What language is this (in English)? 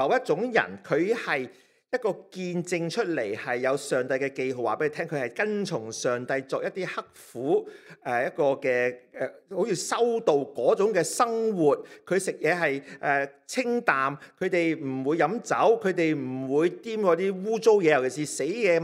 Cantonese